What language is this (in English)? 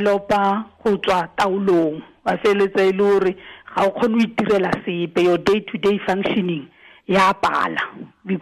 Tswana